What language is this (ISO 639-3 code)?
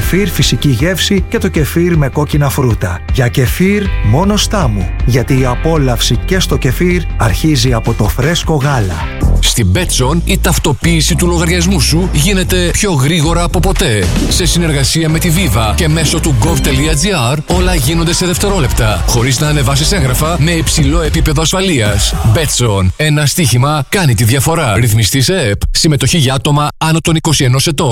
ell